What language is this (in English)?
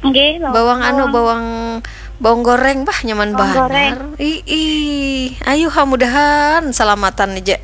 Banjar